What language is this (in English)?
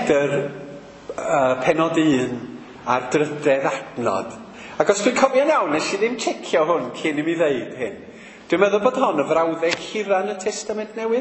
Welsh